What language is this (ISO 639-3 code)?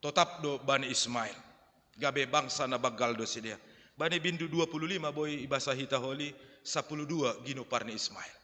bts